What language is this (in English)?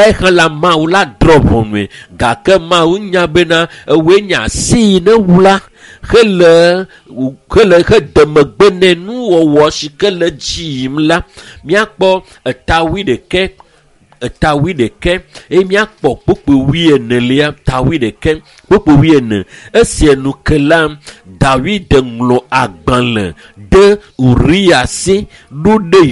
Ewe